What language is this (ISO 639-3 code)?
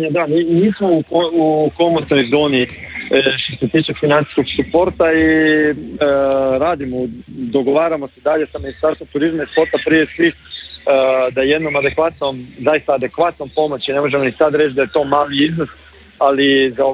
hrv